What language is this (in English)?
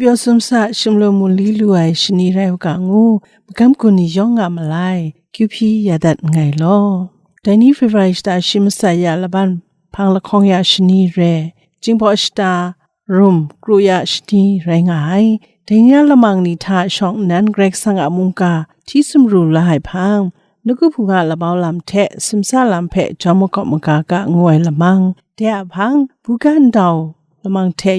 Kachin